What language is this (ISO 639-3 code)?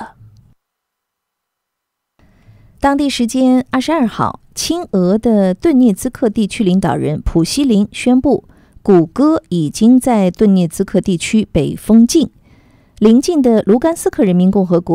zho